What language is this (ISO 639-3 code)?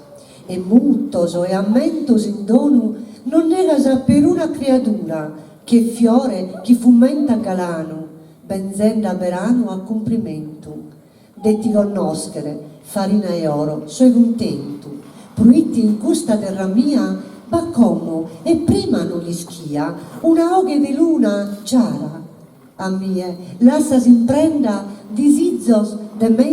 srd